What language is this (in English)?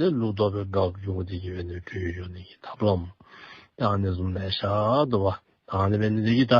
Dzongkha